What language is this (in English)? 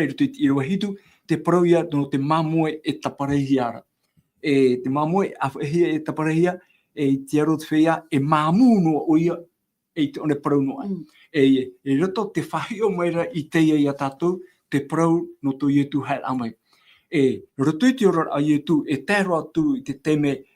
Tahitian